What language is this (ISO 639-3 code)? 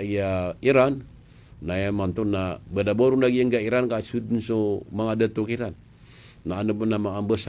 mrw